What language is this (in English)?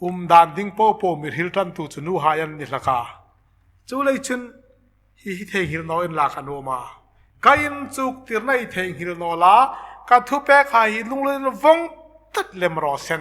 Hmar